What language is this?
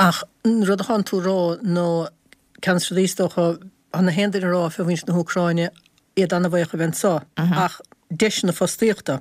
Irish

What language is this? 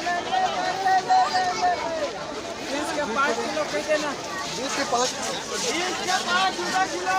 Chhattisgarhi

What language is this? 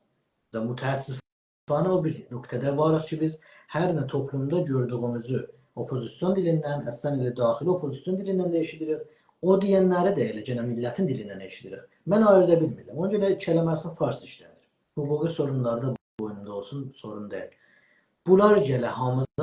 South Azerbaijani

